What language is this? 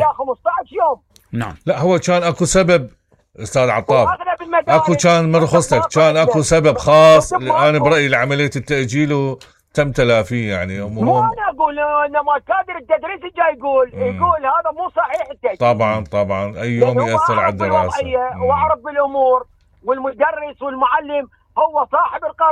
Mesopotamian Arabic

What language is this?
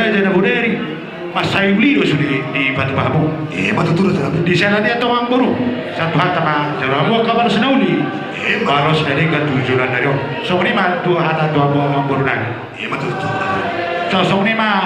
Batak Toba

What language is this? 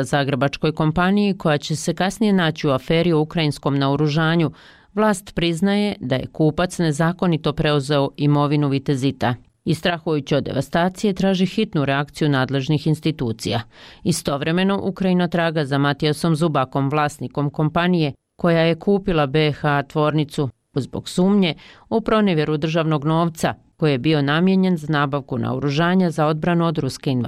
Bosnian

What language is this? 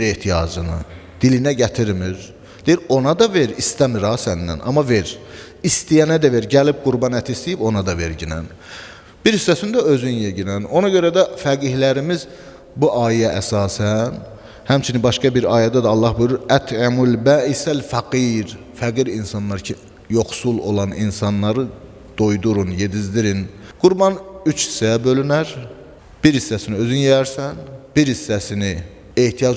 Azerbaijani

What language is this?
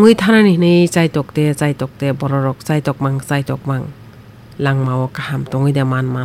Kok Borok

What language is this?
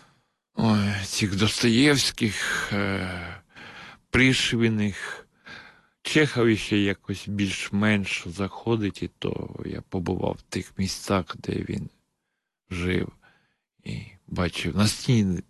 Ukrainian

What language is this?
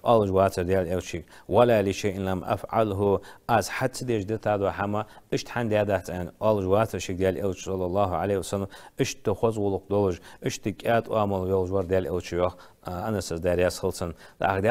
Ingush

